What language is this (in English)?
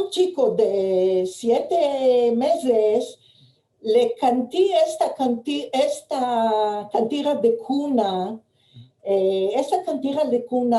Ladino